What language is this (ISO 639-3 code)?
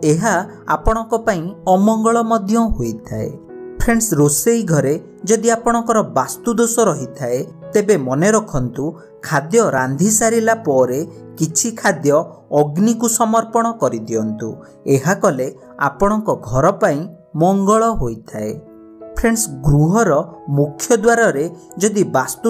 ori